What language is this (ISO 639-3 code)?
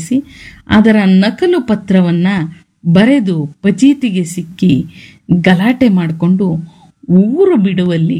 kan